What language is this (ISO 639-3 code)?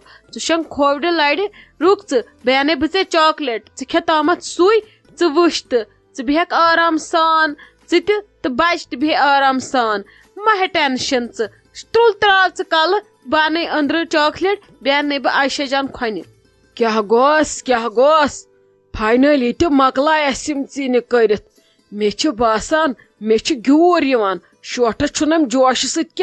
kas